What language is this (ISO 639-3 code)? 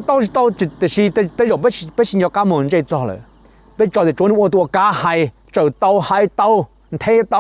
hmn